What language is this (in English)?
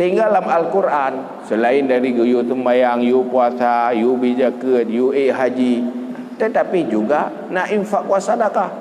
Achinese